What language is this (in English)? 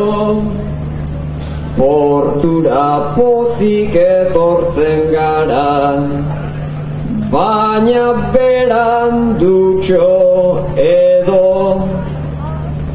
Basque